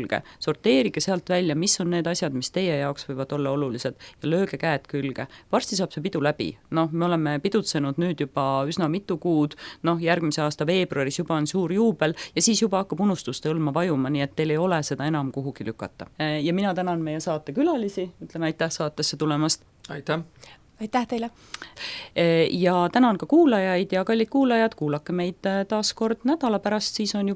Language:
Estonian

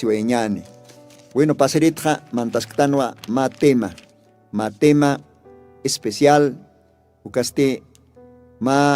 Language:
Aymara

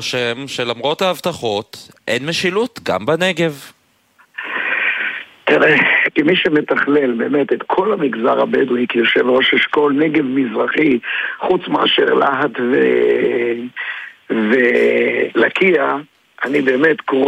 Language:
Hebrew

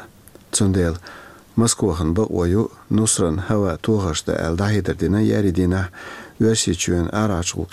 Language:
Chechen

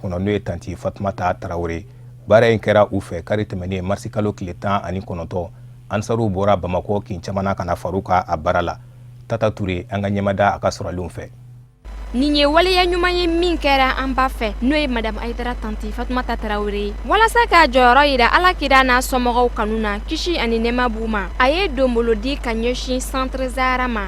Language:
Bambara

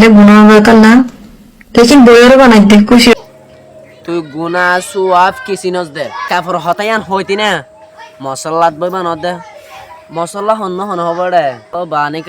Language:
Rohingya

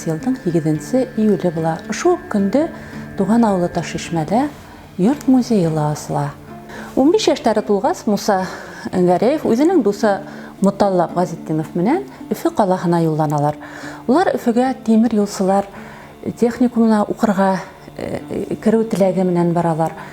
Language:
Bashkir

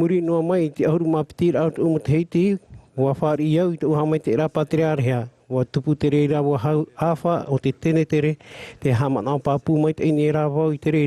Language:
Tahitian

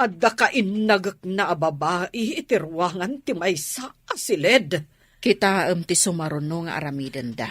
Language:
Iloko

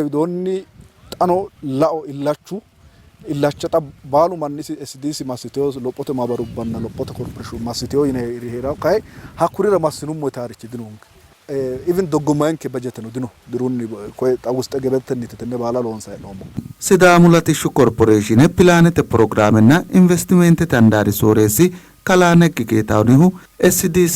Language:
Sidamo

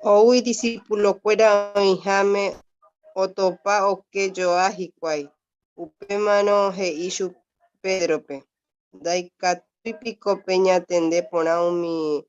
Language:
Guarani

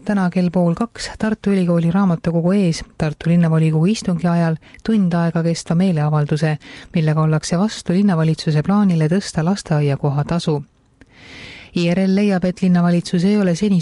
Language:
Estonian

